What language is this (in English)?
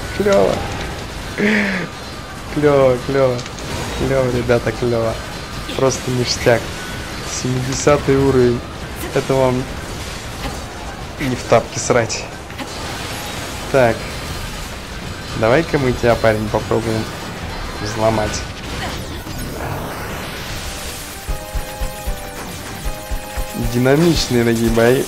Russian